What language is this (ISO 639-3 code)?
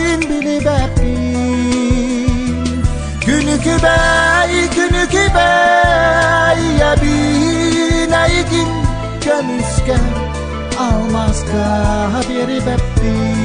sah